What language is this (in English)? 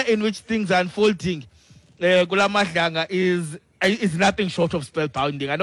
Xhosa